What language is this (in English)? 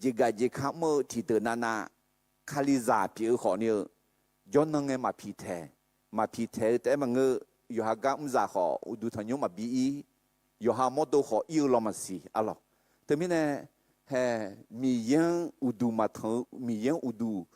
Akha